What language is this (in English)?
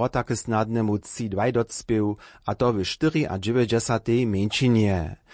Upper Sorbian